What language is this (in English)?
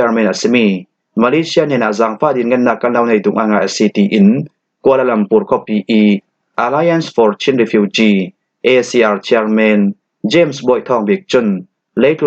Falam Chin